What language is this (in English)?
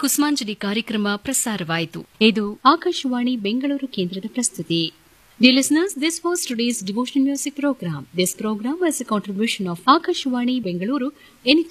Kannada